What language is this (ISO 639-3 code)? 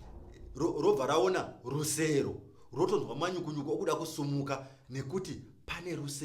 sna